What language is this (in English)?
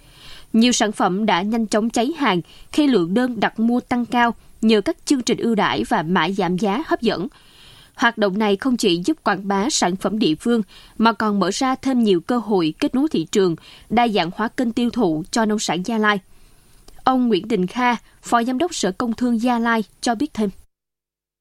Vietnamese